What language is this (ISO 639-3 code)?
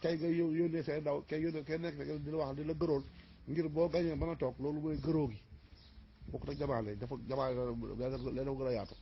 wol